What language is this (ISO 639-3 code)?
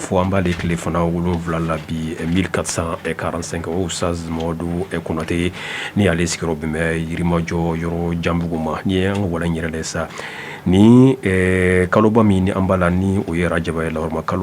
bam